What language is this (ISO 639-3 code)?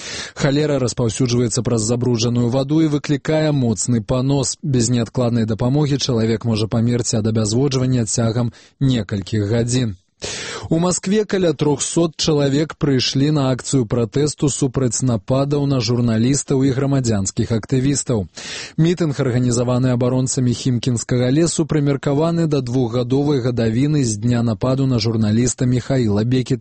bel